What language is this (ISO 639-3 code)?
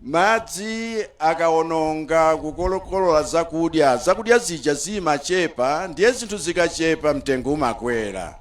nya